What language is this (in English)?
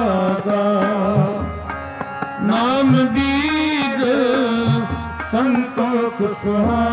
Punjabi